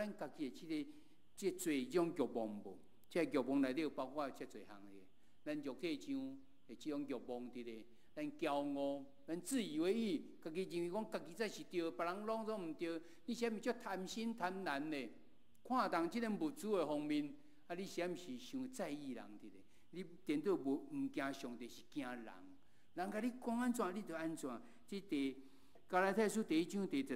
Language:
Min Nan Chinese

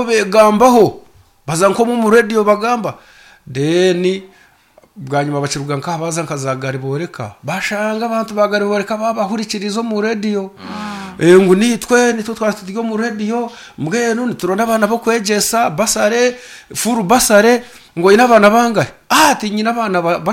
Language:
Nyankole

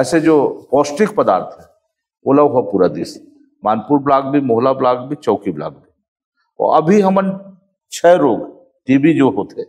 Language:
Chhattisgarhi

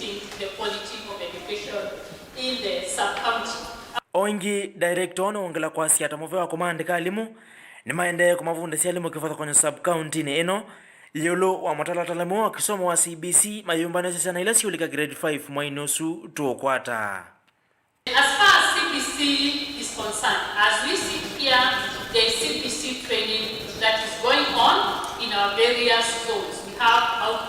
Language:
Kamba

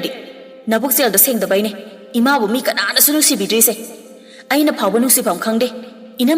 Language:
Manipuri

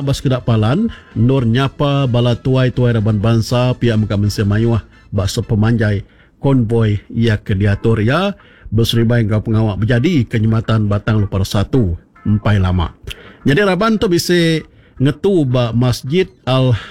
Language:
Iban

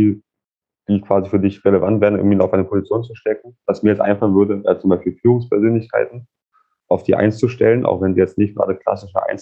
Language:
German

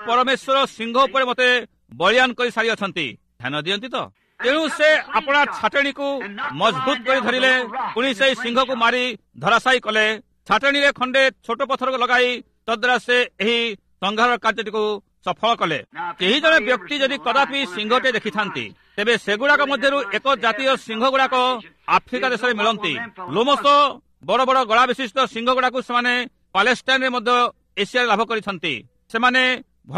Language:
Odia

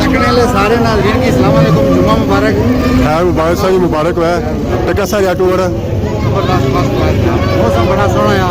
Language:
Pahari-Potwari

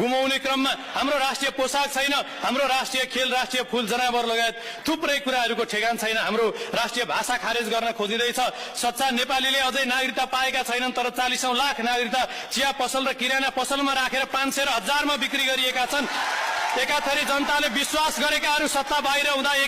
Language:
Nepali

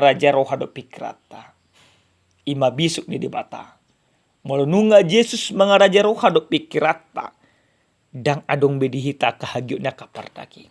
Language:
Batak Toba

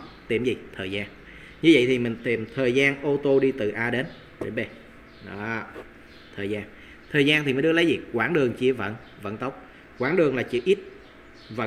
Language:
Vietnamese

